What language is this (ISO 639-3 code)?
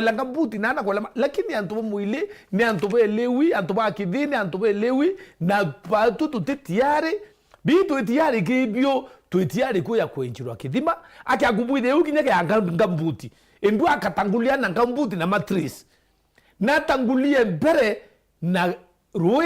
mer